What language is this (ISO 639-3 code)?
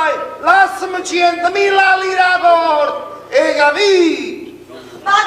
nap